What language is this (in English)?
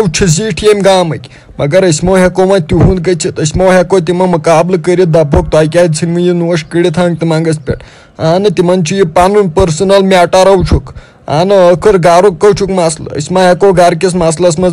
Kashmiri